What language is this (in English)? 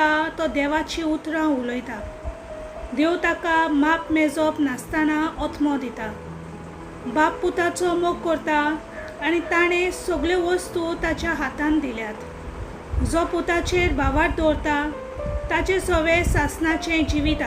Konkani